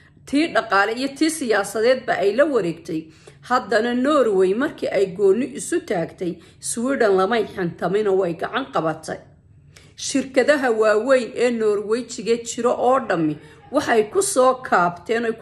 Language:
Somali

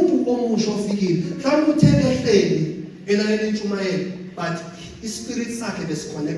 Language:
Zulu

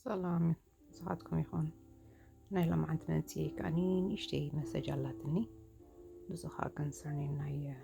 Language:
Tigrinya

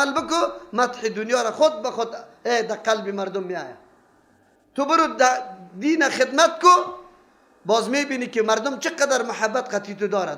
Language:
Persian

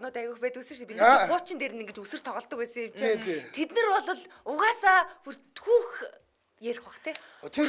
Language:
Mongolian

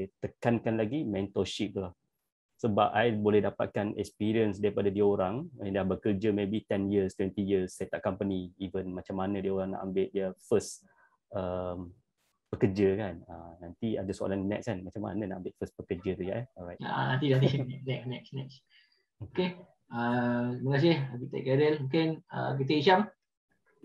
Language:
Malay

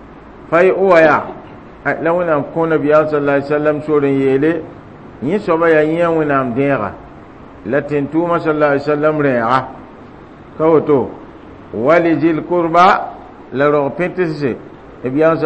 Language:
Mossi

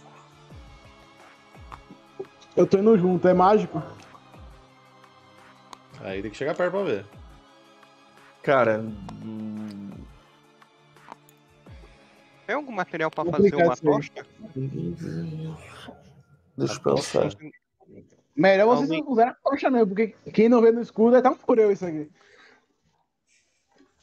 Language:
Portuguese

